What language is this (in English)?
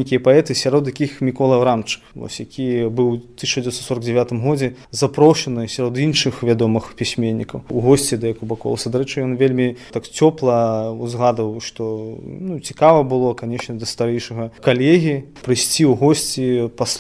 Belarusian